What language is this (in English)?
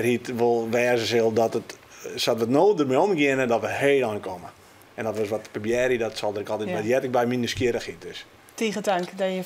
Western Frisian